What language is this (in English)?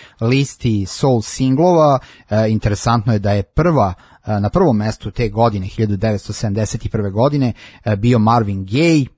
Serbian